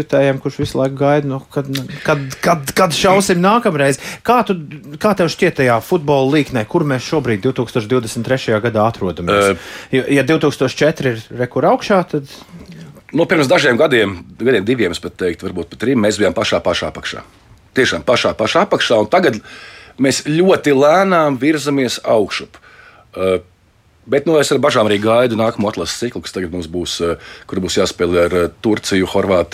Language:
Latvian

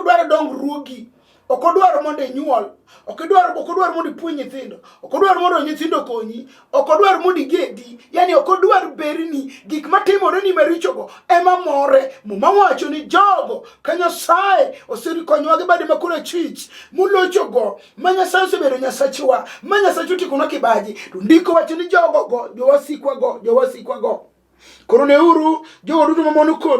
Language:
Luo (Kenya and Tanzania)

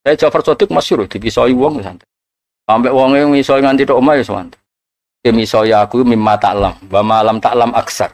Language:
Javanese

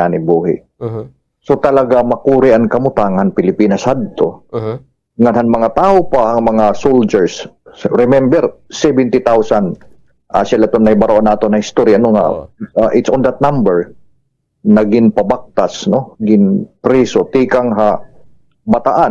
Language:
Waray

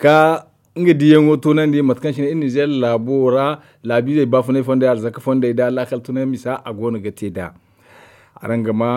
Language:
Zarma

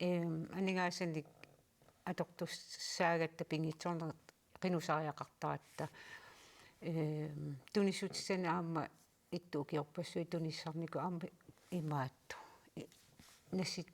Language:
Kalaallisut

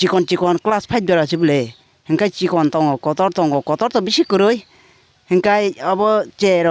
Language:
Kok Borok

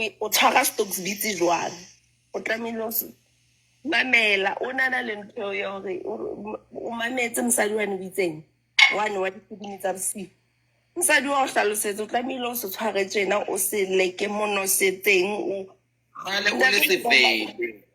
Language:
Southern Sotho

